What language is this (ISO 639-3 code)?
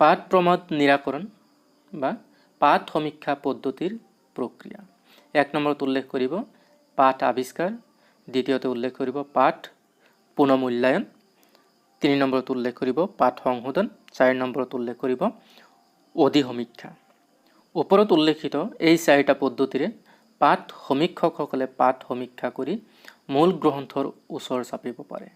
asm